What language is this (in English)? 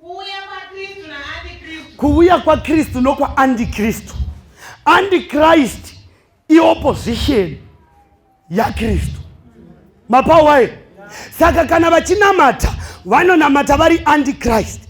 Shona